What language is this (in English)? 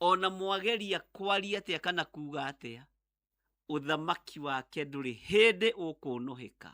Kikuyu